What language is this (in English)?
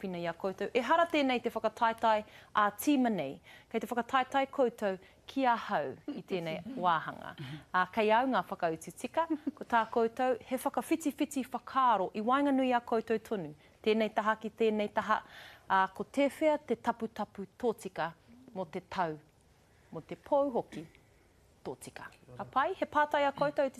Māori